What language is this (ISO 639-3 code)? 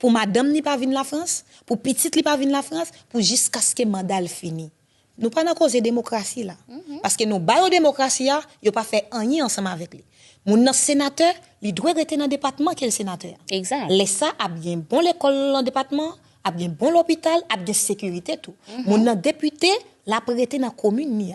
hat